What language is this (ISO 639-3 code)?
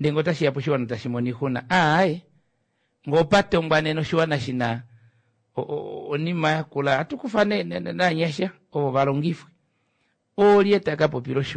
kua